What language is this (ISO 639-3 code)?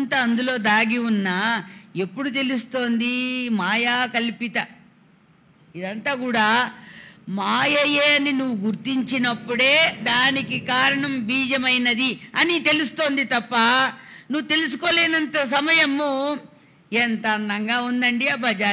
tel